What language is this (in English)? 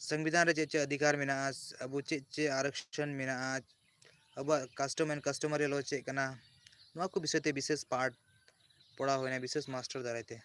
Santali